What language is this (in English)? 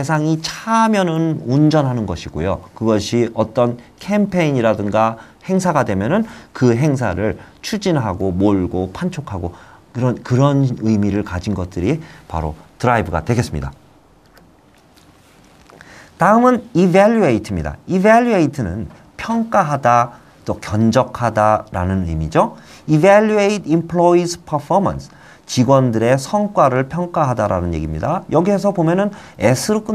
Korean